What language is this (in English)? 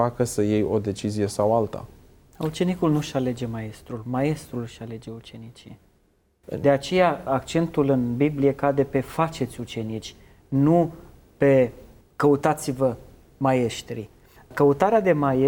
Romanian